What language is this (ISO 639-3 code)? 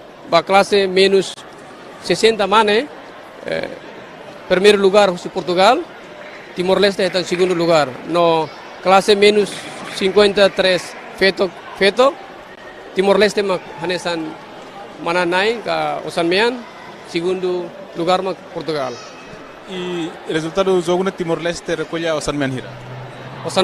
tet